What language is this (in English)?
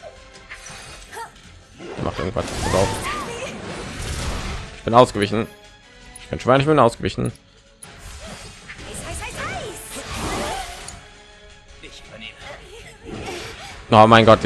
German